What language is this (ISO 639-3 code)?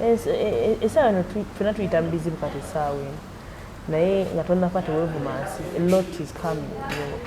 lug